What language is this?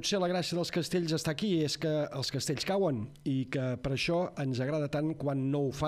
Catalan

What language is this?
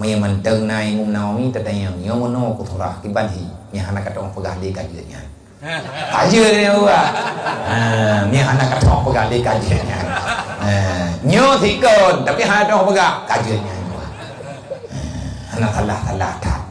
Achinese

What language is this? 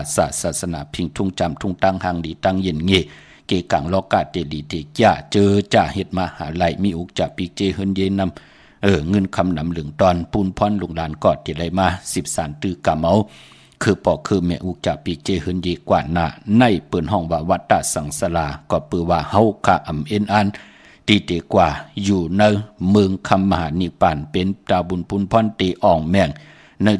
Shan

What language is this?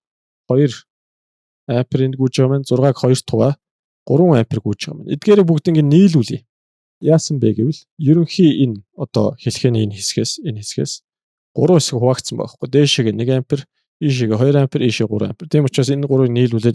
Mongolian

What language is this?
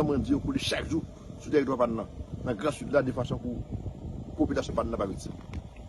Haitian Creole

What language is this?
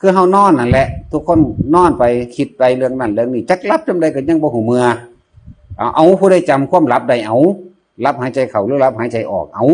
Northeastern Thai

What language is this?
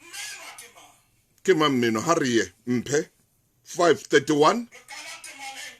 Southern Sotho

